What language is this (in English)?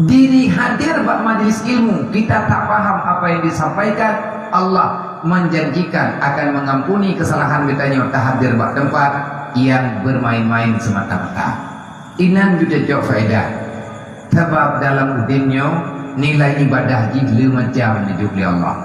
Achinese